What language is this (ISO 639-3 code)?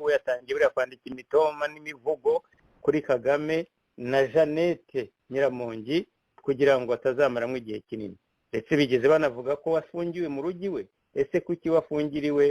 kin